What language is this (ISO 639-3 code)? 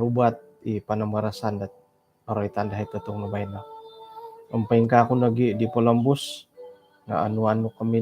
dtp